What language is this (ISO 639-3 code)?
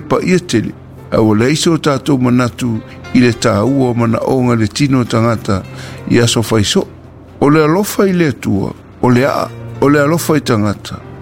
smo